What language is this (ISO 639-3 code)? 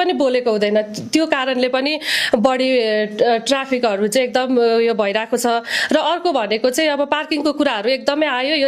nep